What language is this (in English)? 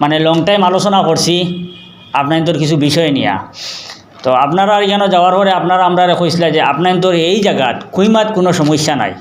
Sylheti